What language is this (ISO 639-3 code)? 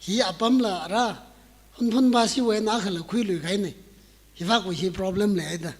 nmf